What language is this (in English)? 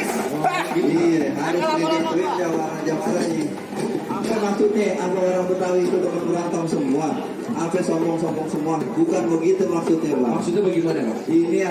Betawi